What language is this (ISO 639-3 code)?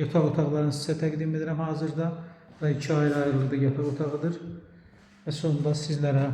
aze